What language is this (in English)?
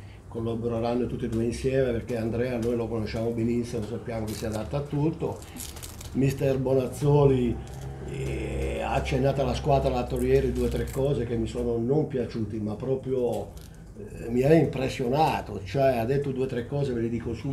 Italian